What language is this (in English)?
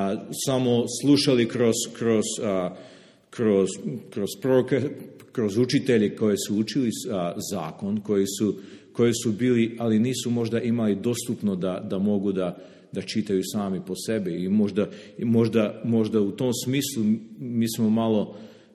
Serbian